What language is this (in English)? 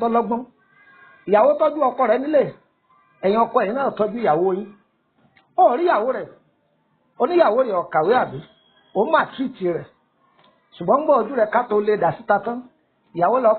Yoruba